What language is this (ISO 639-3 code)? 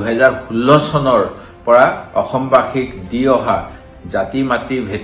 asm